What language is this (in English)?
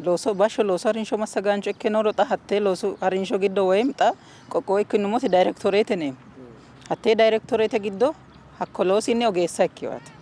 Sidamo